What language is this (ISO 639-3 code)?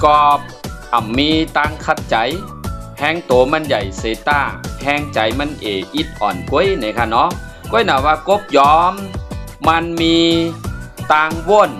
shn